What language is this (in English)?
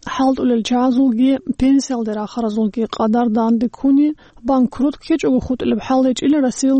Avaric